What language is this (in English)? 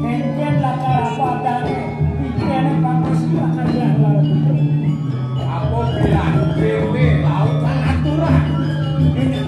Balinese